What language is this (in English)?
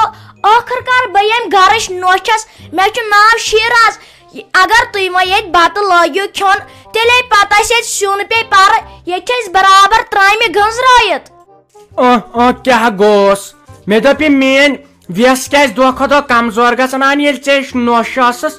Kashmiri